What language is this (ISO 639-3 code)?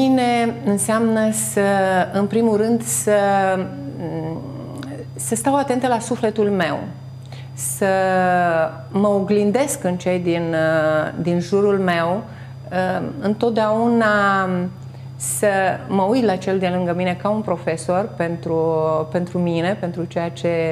ron